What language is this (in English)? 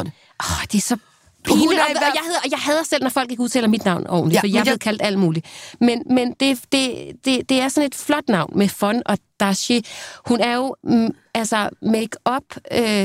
Danish